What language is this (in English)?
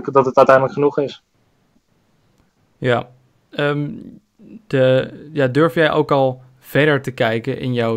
Dutch